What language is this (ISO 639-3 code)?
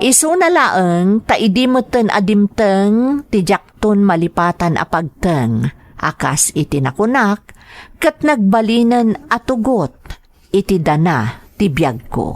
ilo